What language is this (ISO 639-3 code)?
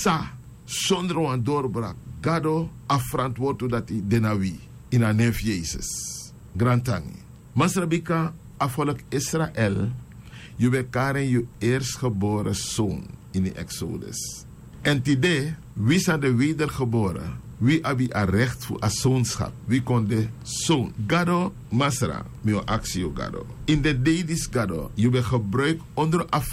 srn